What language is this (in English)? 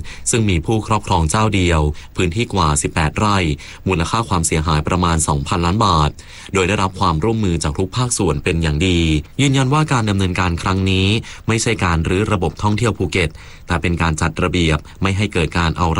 Thai